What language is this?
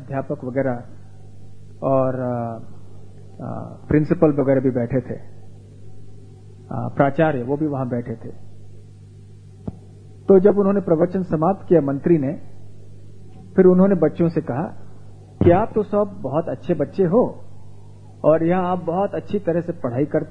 Hindi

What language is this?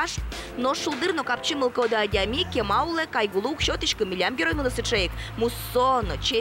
Udmurt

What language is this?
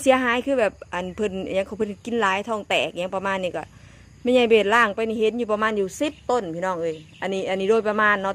Northeastern Thai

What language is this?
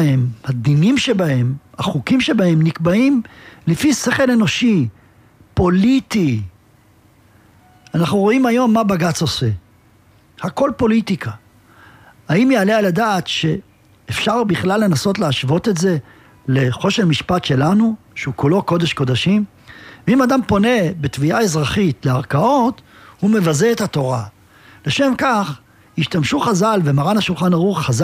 Hebrew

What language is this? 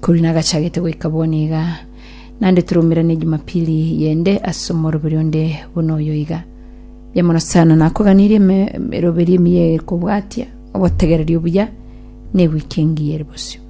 Gusii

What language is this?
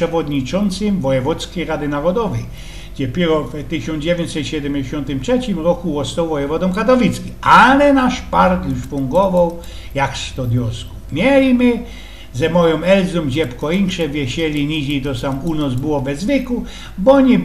Silesian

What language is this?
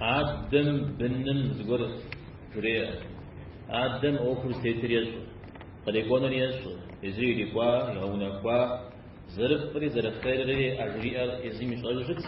Kabardian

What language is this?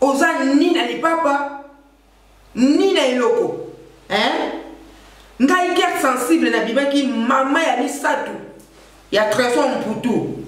Lingala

